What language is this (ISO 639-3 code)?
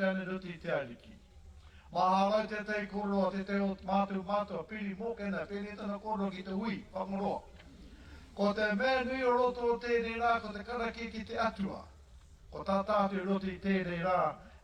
mri